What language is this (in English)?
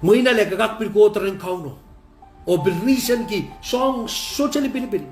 Pohnpeian